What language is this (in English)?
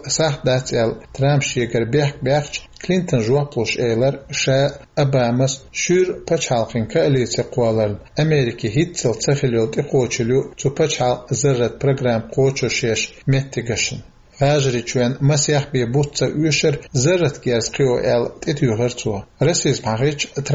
Chechen